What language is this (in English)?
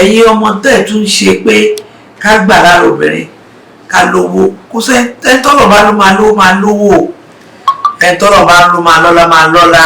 Yoruba